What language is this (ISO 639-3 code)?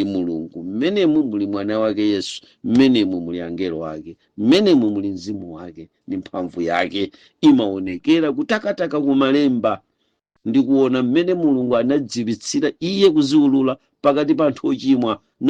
nya